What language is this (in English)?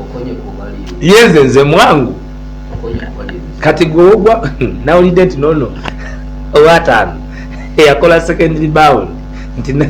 Ganda